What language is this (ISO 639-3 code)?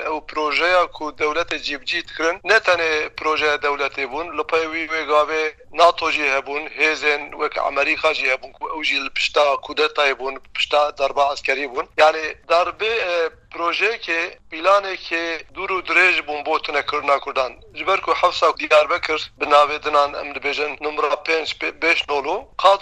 kur